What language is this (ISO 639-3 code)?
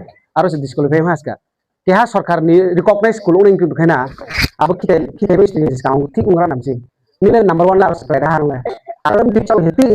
ria